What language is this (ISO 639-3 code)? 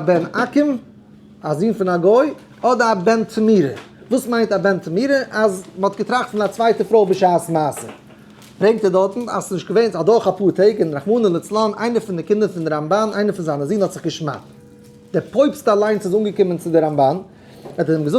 yid